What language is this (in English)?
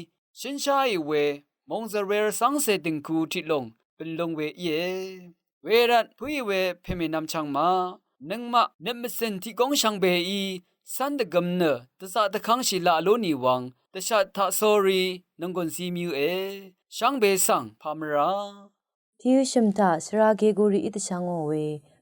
Rawang